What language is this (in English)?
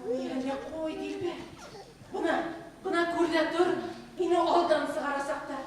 Bashkir